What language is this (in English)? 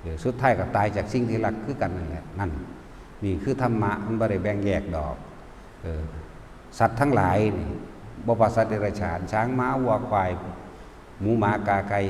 Northeastern Thai